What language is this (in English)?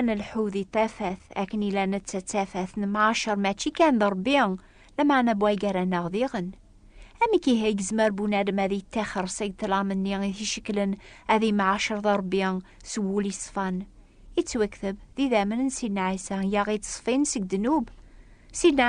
Kabyle